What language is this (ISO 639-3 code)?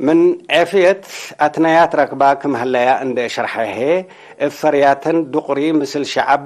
tig